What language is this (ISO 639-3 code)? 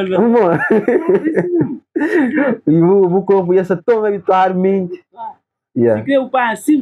kea